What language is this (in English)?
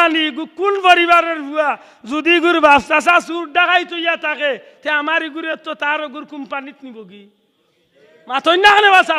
Sylheti